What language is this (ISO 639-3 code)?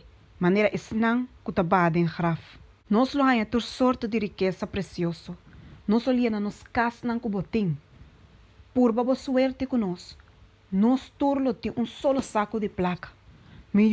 pap